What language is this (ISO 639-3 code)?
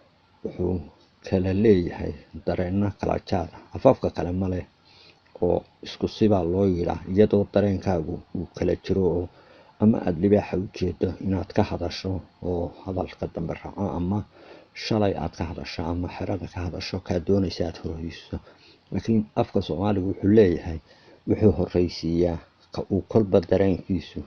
som